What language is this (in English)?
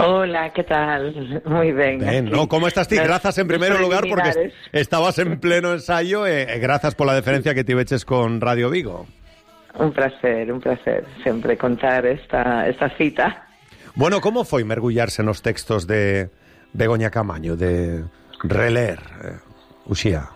Galician